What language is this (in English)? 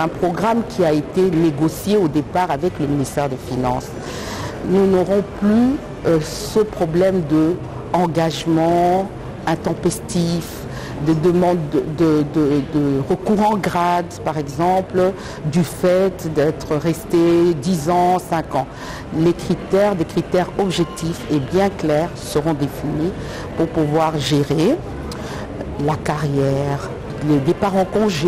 French